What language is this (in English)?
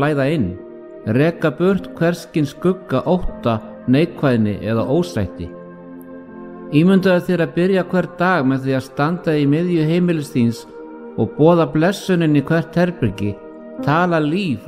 Icelandic